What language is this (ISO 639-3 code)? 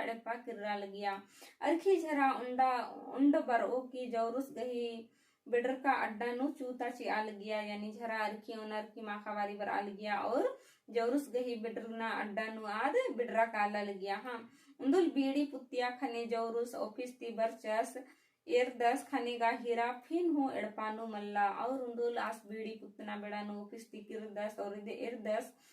kru